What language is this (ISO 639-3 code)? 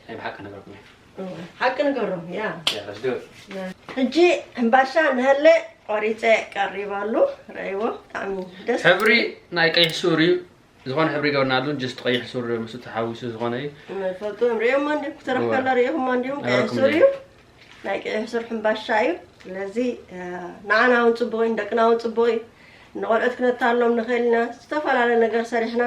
tir